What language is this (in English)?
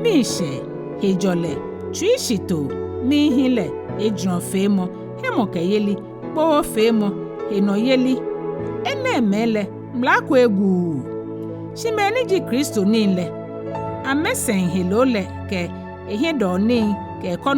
Ga